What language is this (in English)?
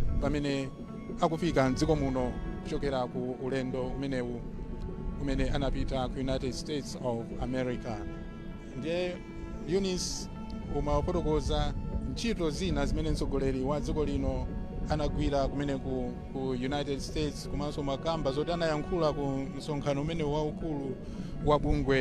Nyanja